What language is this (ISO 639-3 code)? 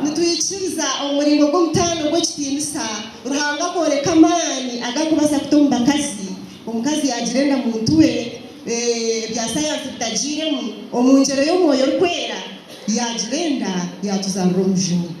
nyn